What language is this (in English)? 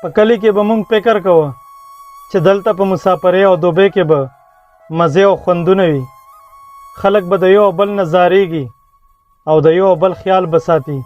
Pashto